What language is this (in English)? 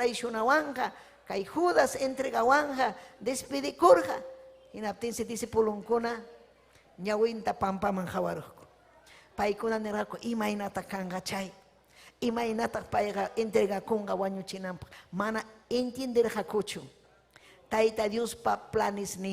Ayacucho Quechua